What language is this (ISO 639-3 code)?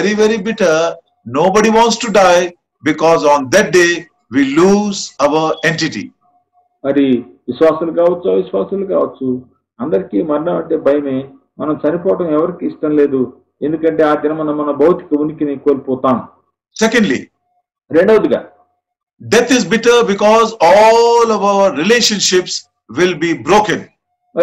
tel